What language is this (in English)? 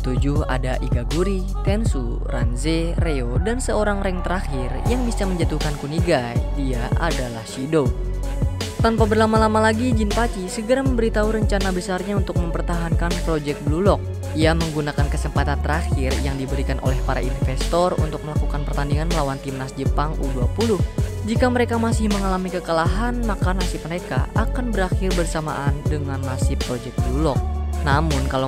Indonesian